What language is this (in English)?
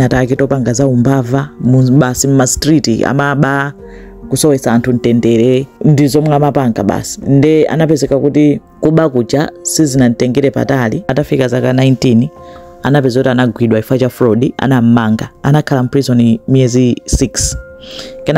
Nyanja